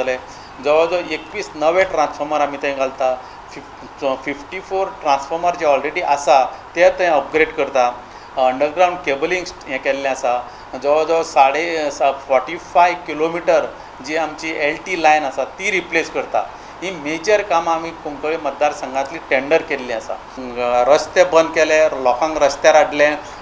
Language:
Konkani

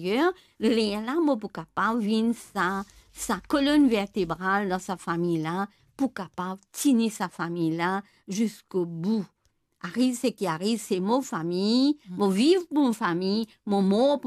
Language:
Morisyen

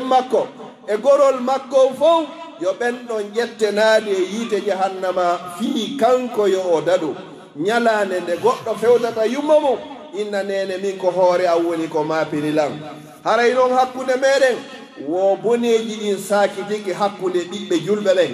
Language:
Pular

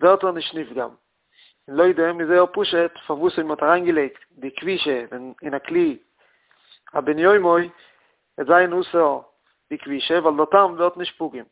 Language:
Yiddish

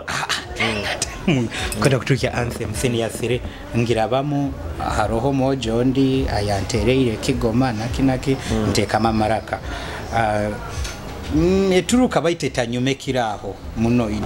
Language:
Nyoro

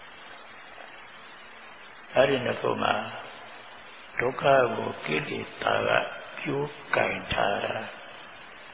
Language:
Burmese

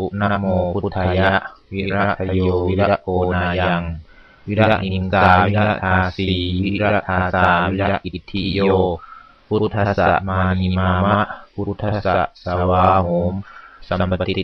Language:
Pali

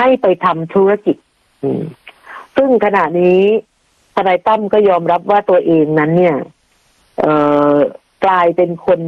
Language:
Thai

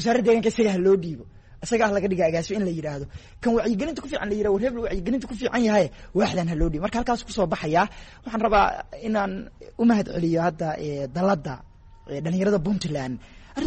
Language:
Somali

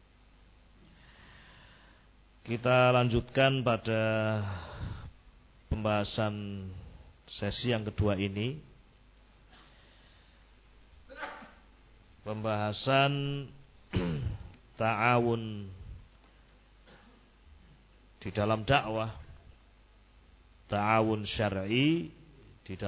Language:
Indonesian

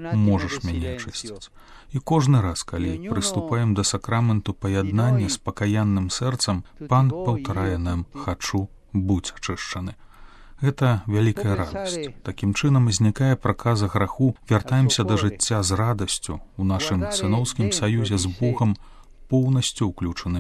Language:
Belarusian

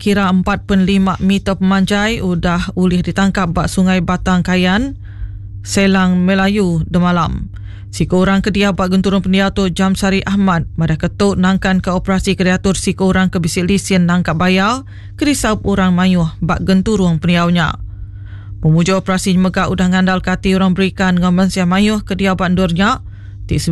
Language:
Iban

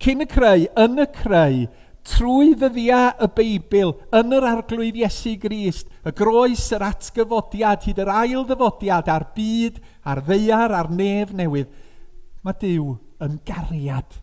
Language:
Welsh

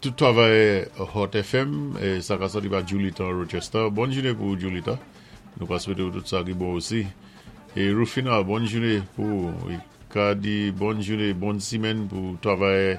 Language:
Saint Lucian Creole French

